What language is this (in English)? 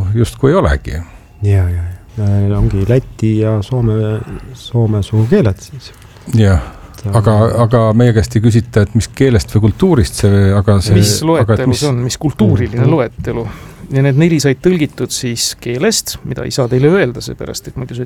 Estonian